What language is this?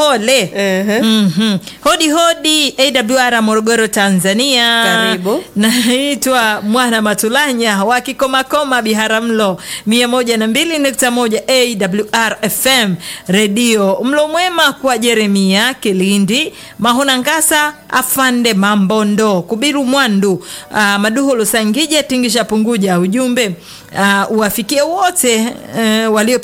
Swahili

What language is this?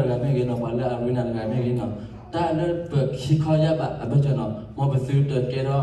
S'gaw Karen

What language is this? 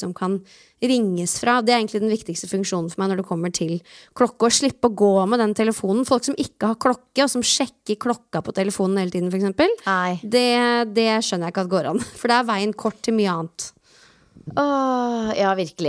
Norwegian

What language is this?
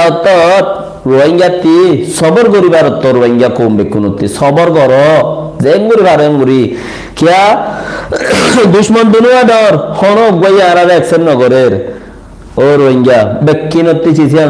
Rohingya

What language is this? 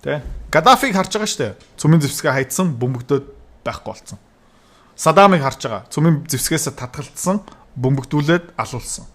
Mongolian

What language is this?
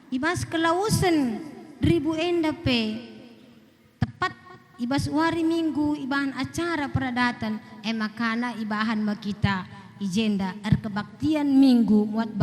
Batak Karo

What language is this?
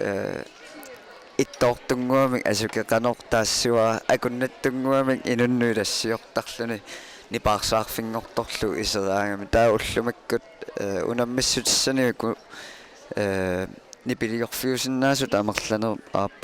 Kalaallisut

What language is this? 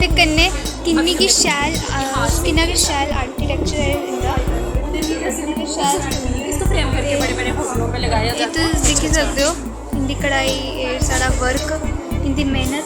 Dogri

